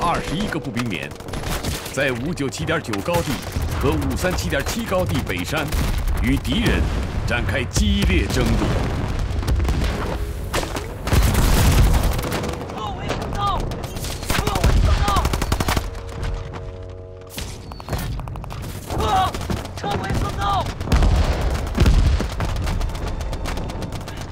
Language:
Chinese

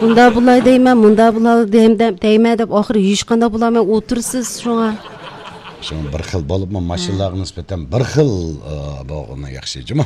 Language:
Uyghur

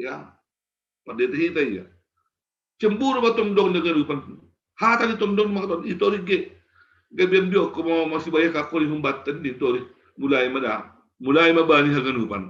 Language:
Batak Simalungun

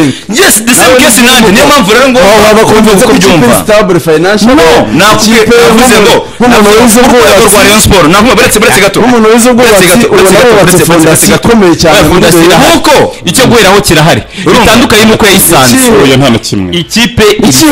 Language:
Kinyarwanda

